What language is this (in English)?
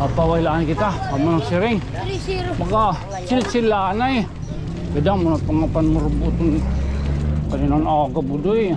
Waray